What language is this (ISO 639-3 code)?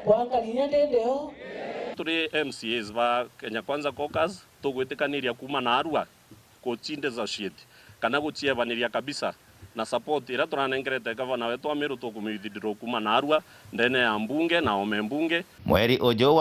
mer